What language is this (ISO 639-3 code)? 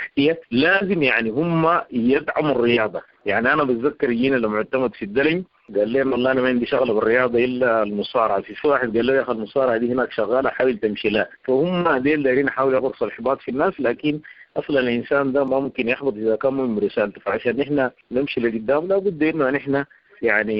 apd